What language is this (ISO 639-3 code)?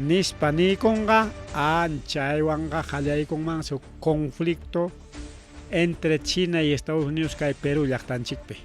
quy